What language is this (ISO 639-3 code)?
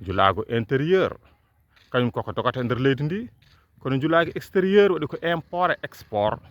ful